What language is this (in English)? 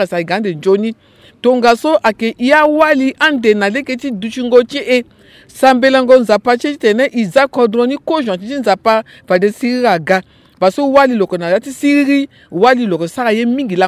Sango